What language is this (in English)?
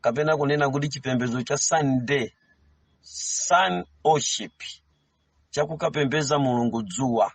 Nyanja